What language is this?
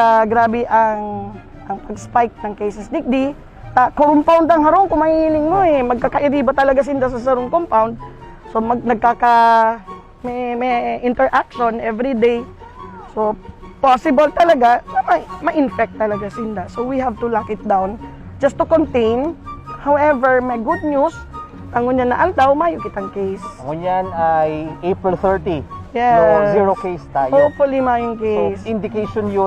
Bikol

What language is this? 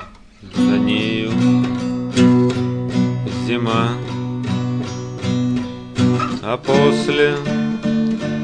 Russian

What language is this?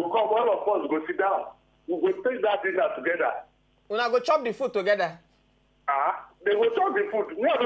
Nigerian Pidgin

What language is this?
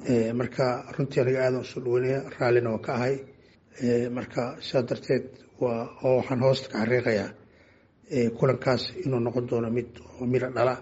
Somali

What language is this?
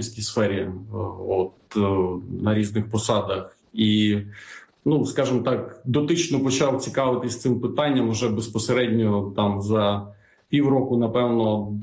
Ukrainian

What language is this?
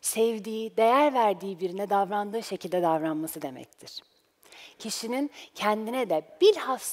Turkish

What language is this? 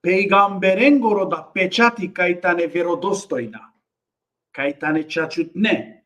Balkan Romani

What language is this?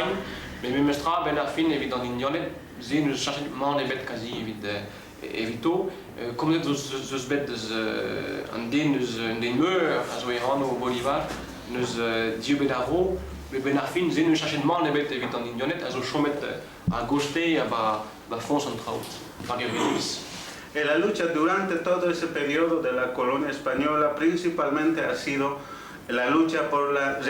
Breton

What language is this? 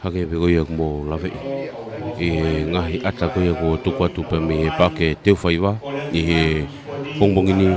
Tongan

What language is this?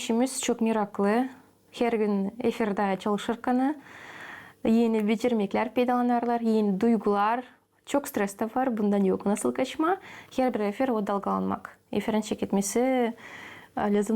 Gagauz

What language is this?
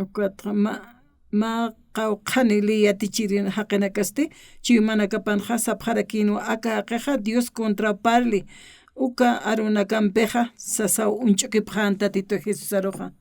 Aymara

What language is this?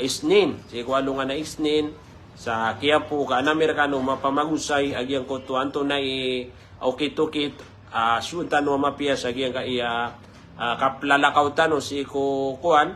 Maranao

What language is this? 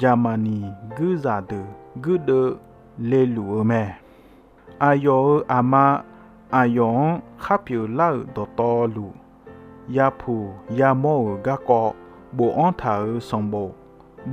Akha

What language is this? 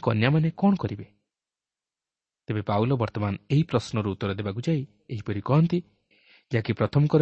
Odia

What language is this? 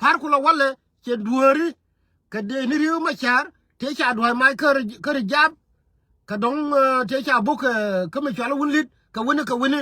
Nuer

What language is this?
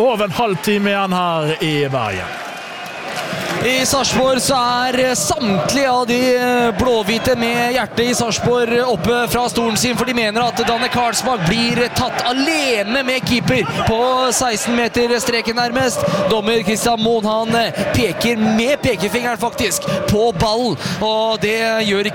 Norwegian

